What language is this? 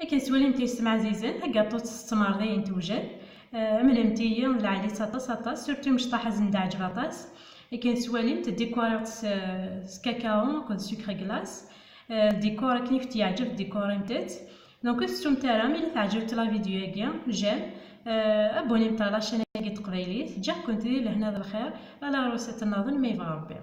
Kabyle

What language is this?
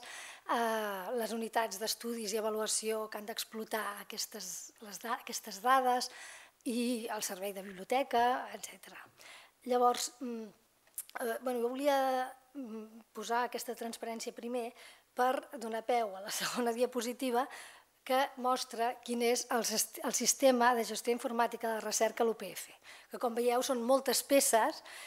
Catalan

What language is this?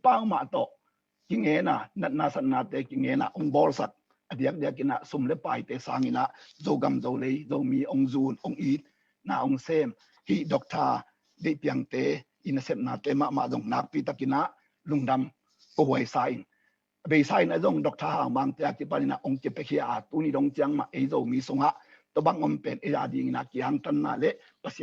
Tedim Chin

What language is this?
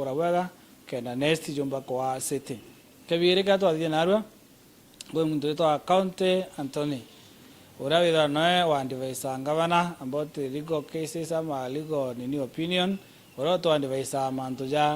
Meru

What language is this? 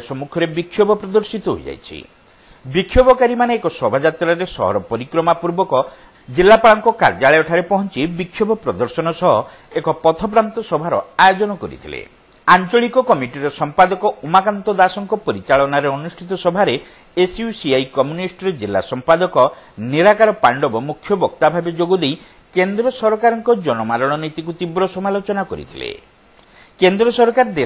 Odia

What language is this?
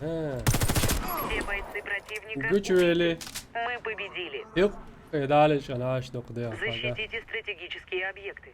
Chechen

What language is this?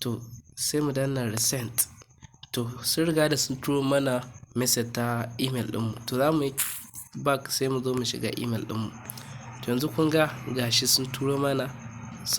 Hausa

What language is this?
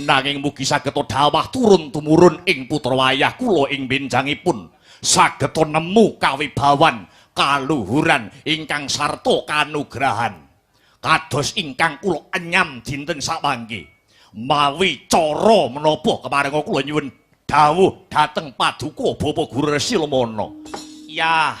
Javanese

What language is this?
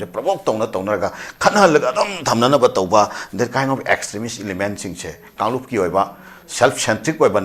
Manipuri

